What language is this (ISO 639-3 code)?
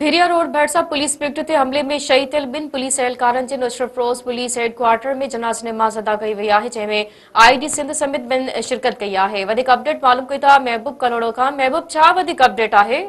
snd